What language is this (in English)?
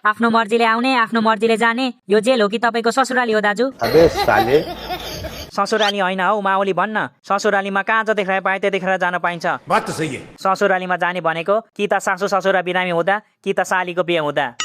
Nepali